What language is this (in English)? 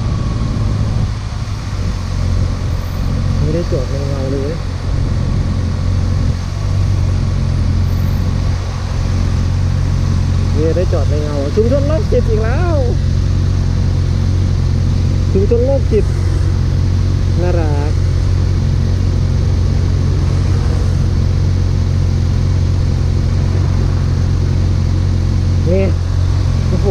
Thai